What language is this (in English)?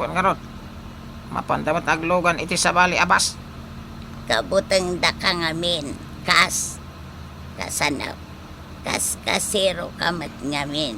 Iloko